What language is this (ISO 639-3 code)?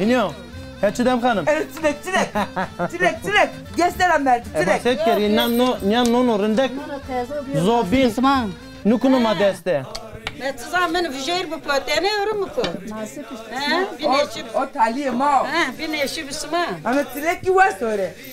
zza